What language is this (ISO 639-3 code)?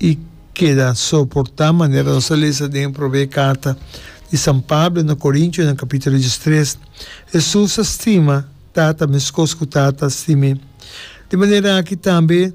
pap